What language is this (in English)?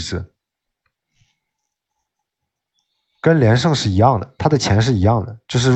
Chinese